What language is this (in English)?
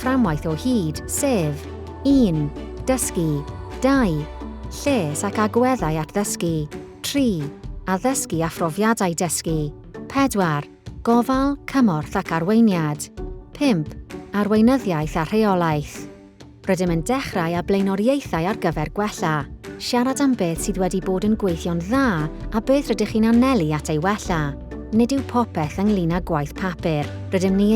Welsh